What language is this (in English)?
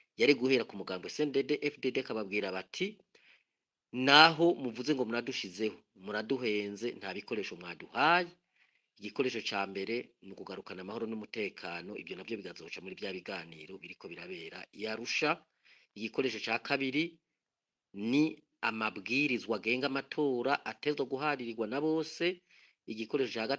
Rundi